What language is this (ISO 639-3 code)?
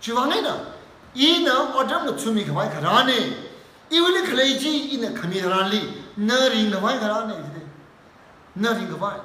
nmf